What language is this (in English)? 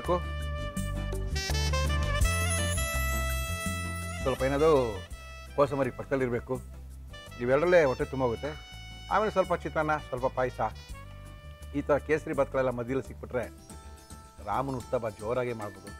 Kannada